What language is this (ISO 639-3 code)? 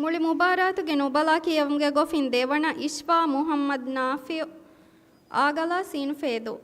div